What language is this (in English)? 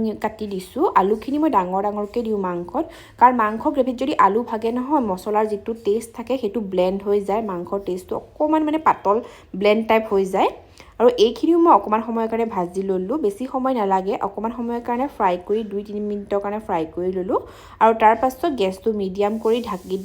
Assamese